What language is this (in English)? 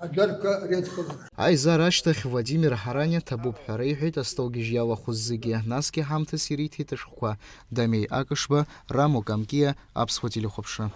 Abkhazian